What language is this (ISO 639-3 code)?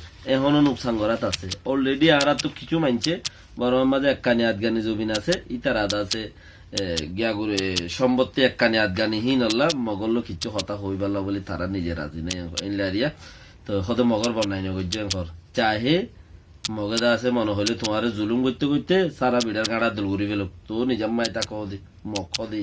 rhg